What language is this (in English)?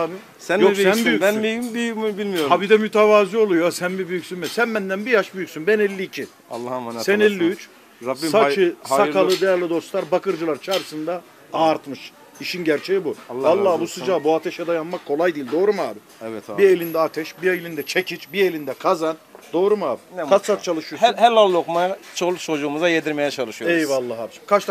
Turkish